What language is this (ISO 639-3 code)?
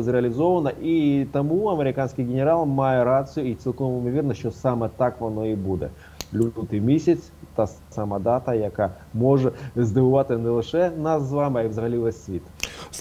ukr